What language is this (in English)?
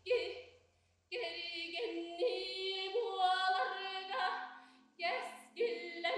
Yakut